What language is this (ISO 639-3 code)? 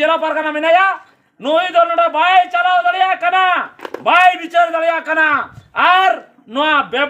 sat